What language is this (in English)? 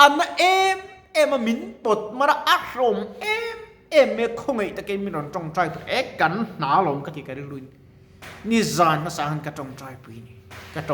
Mizo